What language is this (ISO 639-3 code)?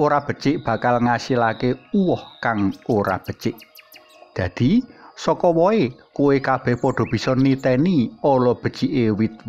jav